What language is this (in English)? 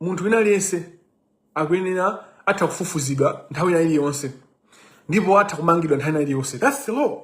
Nyanja